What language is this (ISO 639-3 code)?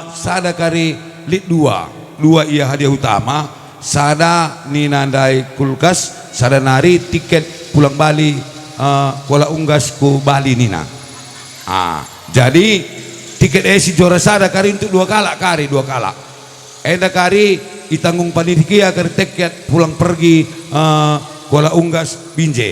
btx